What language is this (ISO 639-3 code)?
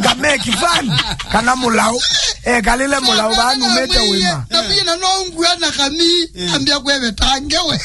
kam